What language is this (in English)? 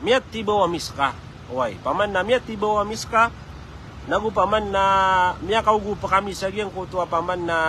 Maranao